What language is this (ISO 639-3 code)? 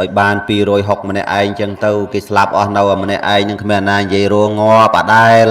khm